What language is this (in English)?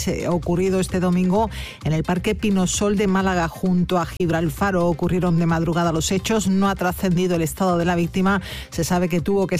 Spanish